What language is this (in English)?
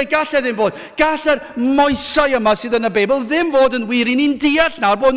Welsh